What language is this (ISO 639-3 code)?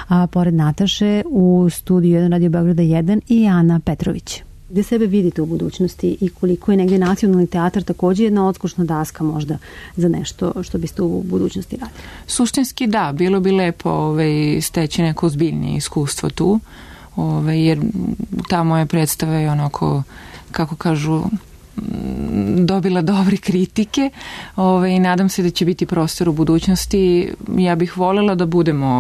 srp